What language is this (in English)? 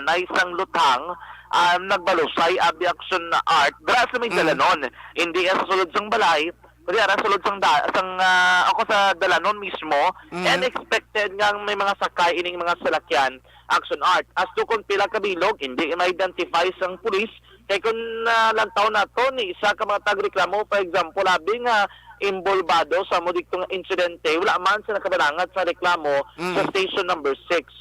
Hiligaynon